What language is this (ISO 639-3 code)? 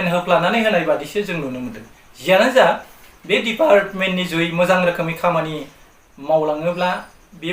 brx